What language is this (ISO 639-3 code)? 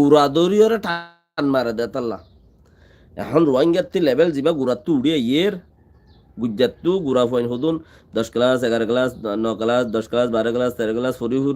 rhg